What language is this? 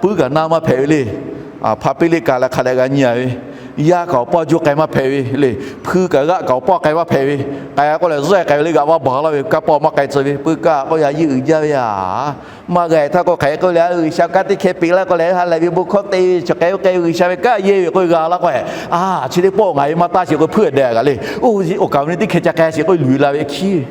Lahu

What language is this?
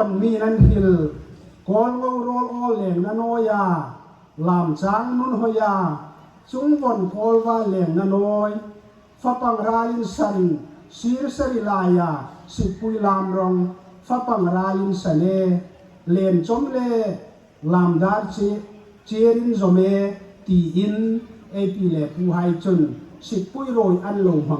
Hmar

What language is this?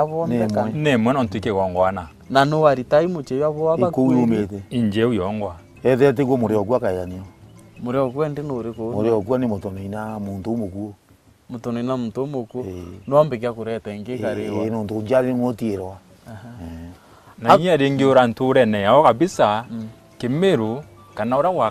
Meru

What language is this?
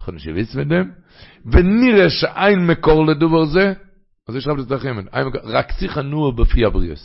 Yiddish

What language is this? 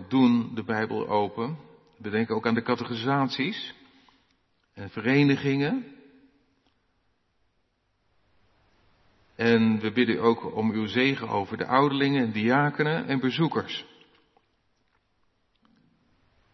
Dutch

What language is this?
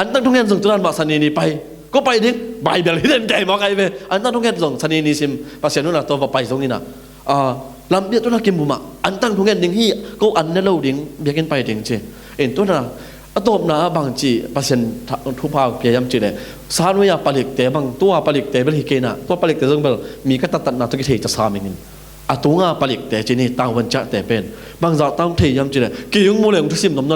Tedim Chin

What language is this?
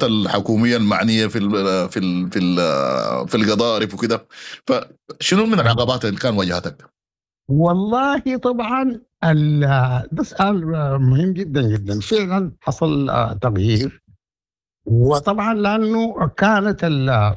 Sudanese Arabic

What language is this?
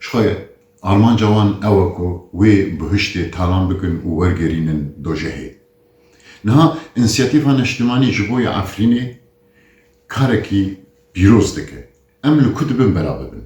Kurdish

